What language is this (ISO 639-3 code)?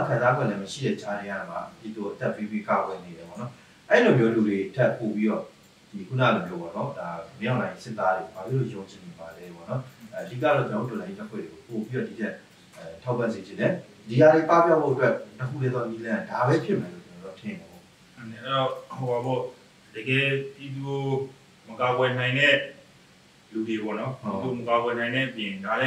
mya